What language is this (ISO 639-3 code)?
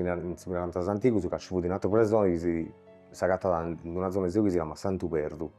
srd